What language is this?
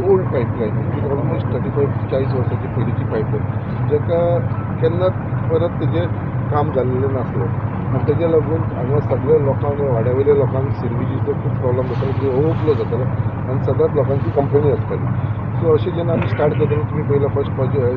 Konkani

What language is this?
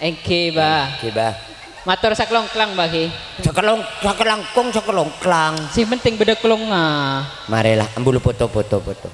Madurese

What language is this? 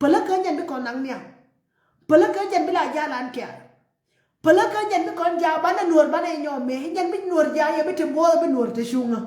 Nuer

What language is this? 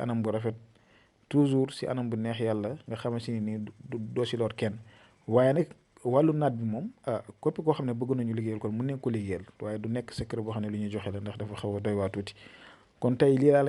Wolof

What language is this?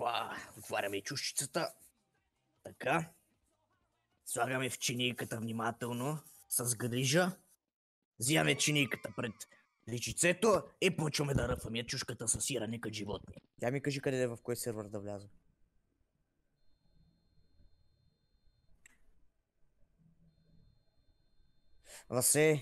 Bulgarian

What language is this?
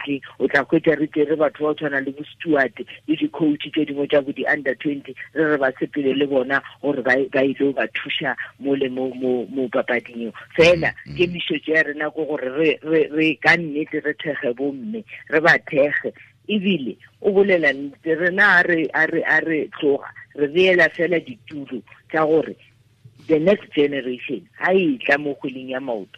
Tswana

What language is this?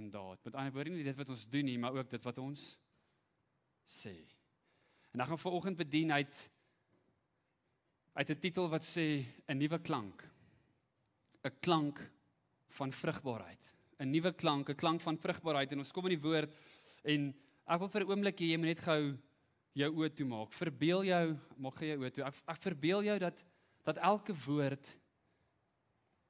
Afrikaans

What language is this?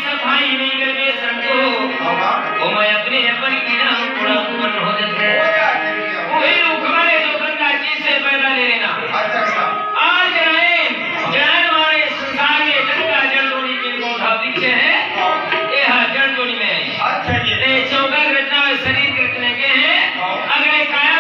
Chhattisgarhi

